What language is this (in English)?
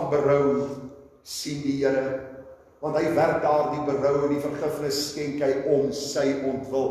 Afrikaans